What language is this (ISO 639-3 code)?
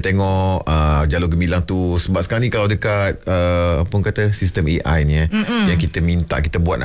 msa